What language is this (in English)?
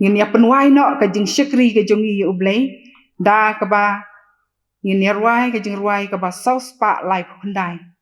Khasi